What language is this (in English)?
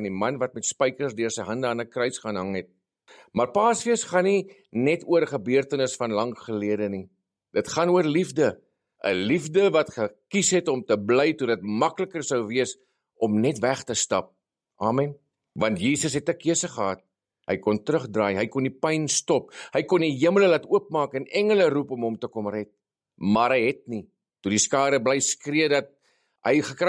Afrikaans